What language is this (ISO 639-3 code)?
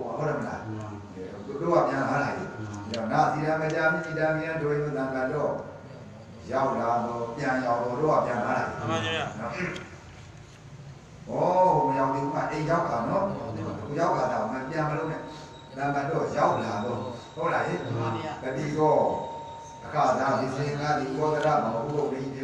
mya